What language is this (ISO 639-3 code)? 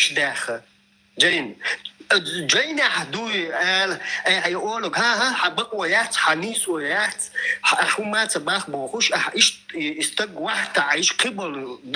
che